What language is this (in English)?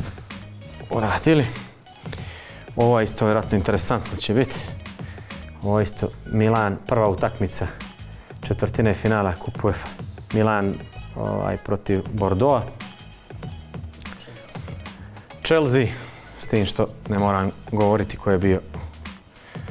Croatian